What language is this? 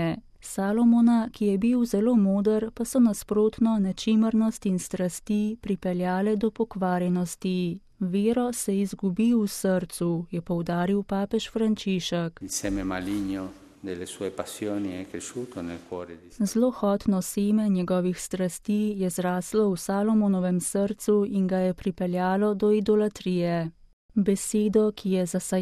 Slovenian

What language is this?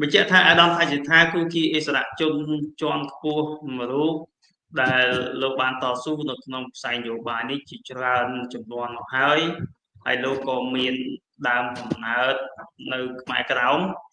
Khmer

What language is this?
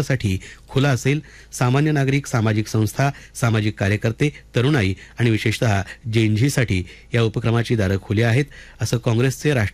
Marathi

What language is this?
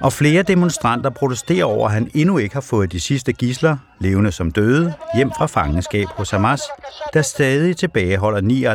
Danish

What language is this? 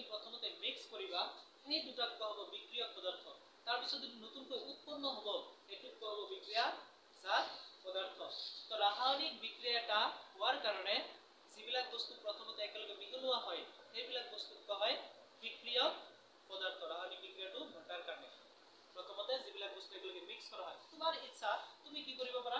Assamese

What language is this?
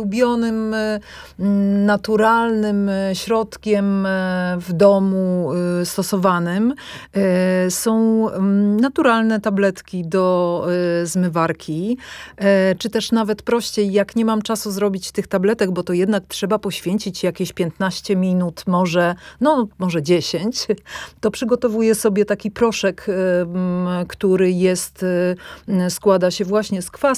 Polish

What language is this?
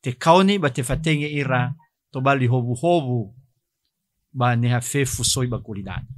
Nias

